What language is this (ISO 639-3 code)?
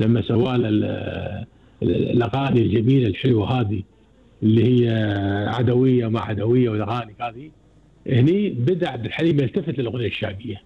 afb